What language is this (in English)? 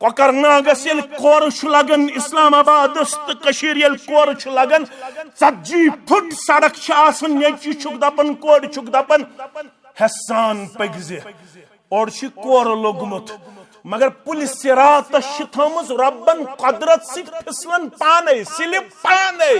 Kashmiri